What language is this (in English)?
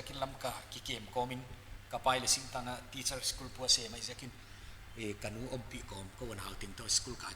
Paite Chin